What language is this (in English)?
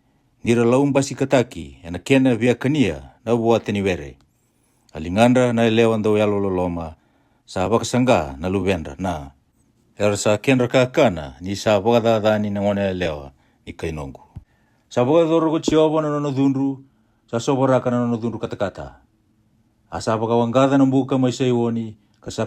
Fijian